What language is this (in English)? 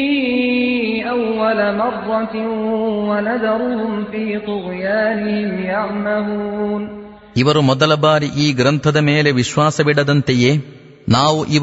Kannada